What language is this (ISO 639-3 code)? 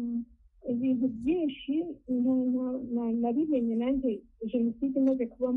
kin